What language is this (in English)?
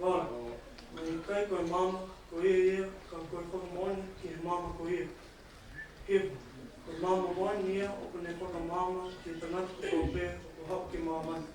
Tongan